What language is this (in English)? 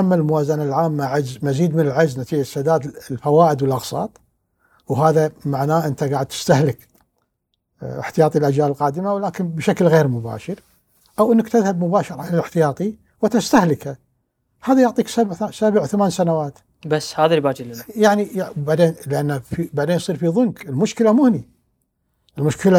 Gulf Arabic